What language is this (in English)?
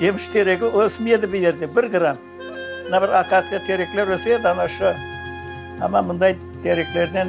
Crimean Tatar